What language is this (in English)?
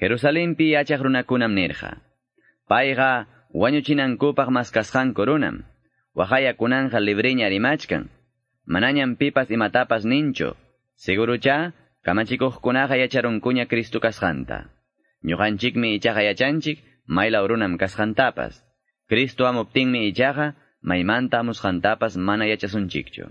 Quechua